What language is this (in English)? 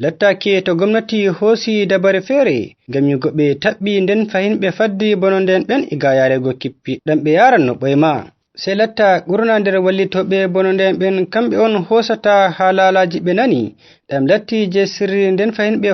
Fula